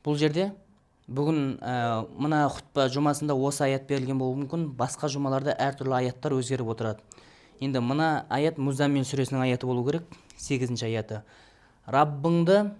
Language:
Kazakh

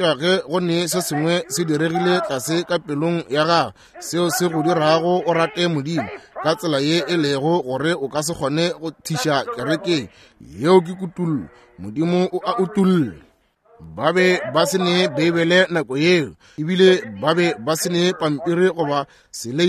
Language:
Northern Sotho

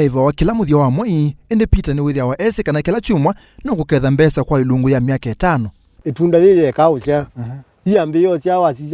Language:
Kamba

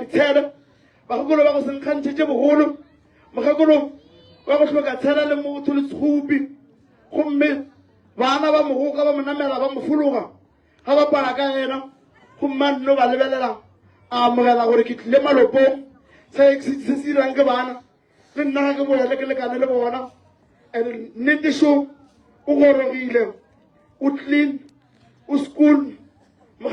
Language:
Northern Sotho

